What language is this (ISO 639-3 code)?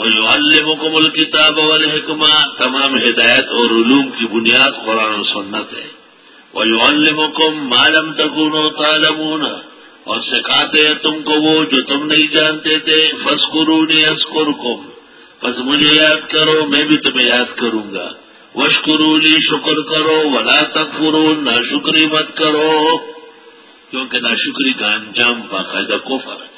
urd